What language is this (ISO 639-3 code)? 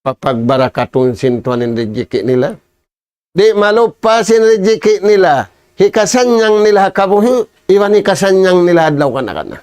tsg